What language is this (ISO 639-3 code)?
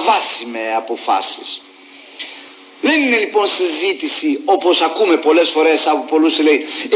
ell